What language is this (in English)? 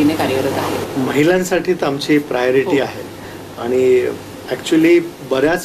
Marathi